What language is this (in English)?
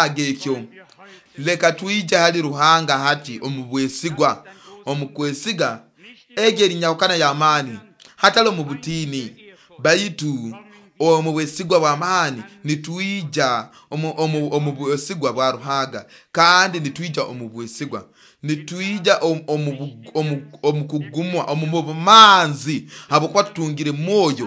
Nyoro